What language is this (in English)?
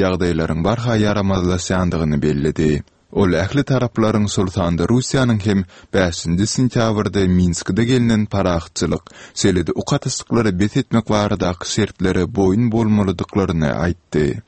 Turkmen